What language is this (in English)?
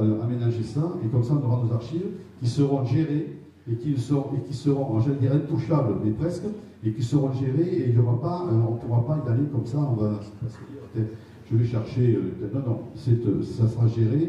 French